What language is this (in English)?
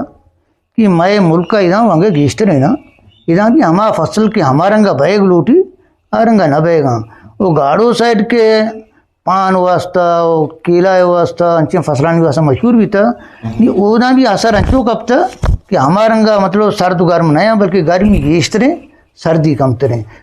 Eastern Balochi